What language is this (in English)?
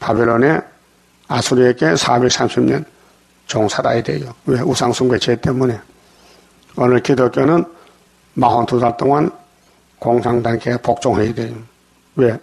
Korean